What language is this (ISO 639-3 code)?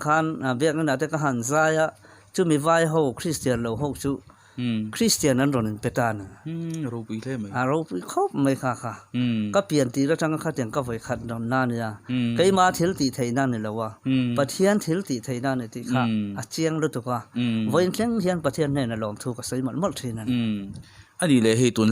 lus